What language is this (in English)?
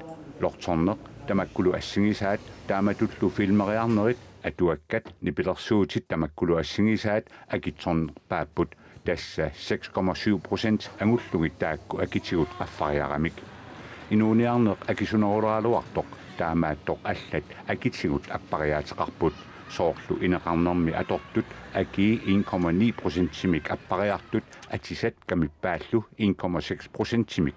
Kalaallisut